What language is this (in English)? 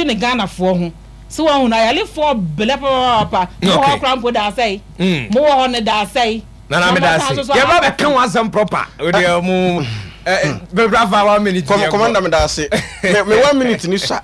Akan